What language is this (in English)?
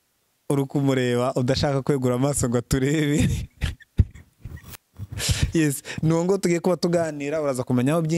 Kinyarwanda